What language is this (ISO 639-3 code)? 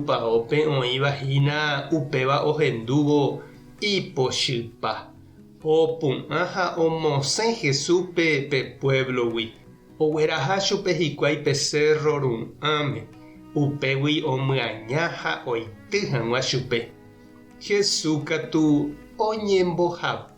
grn